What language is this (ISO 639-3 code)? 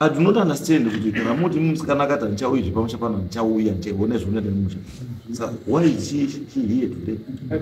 sna